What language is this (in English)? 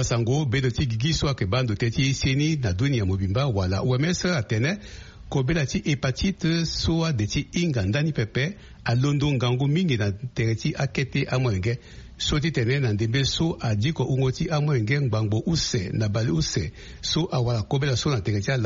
Sango